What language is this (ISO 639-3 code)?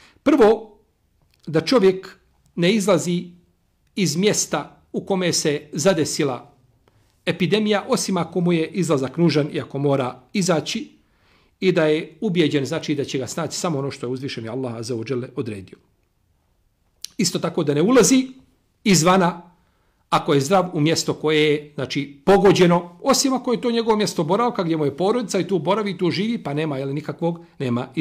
bos